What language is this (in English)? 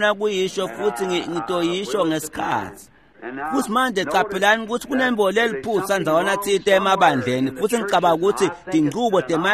Swati